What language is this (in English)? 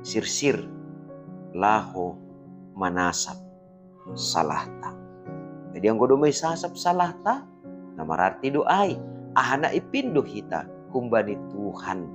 Batak Simalungun